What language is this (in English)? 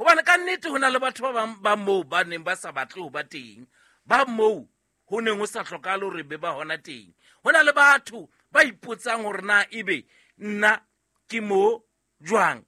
Southern Sotho